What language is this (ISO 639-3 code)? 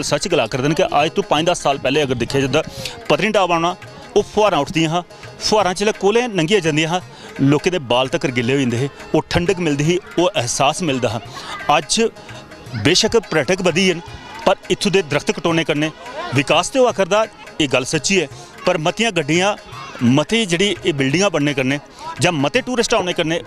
doi